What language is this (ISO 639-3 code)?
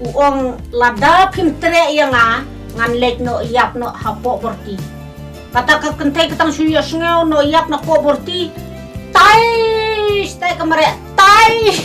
kha